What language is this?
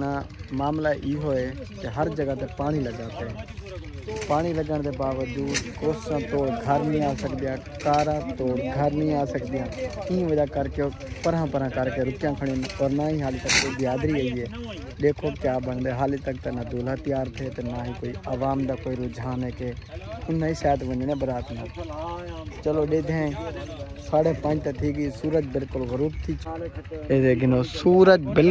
Saraiki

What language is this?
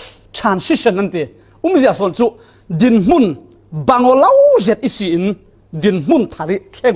Falam Chin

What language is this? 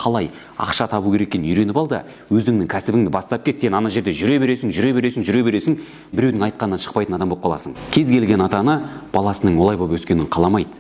Kazakh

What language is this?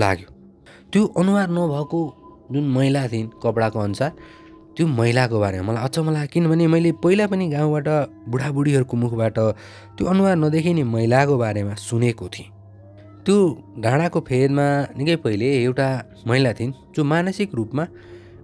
Nepali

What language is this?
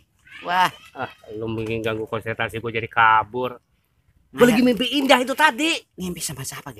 Betawi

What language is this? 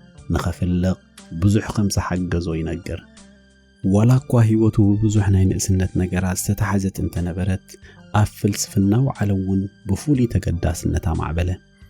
Tigrinya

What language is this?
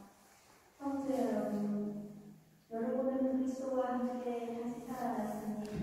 Korean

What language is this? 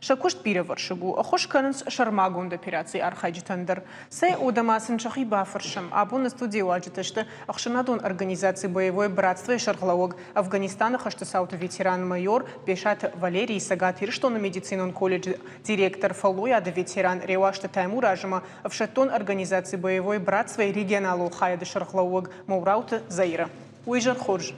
Ossetic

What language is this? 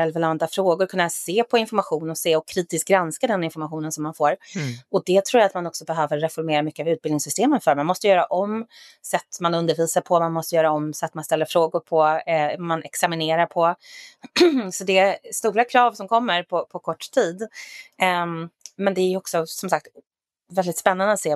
Swedish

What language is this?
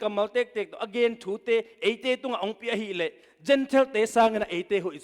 Tedim Chin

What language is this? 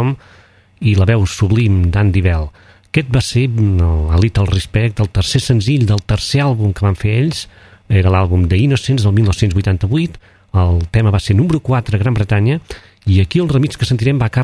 Catalan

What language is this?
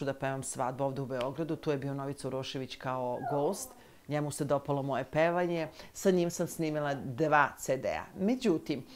Serbian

